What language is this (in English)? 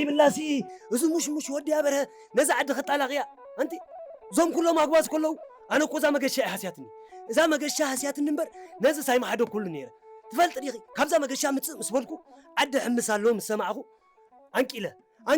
Tigrinya